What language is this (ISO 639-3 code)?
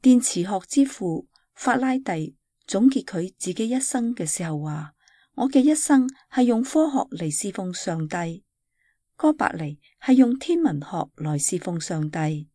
yue